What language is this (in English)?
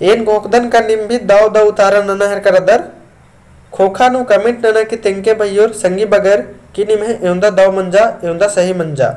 Kurukh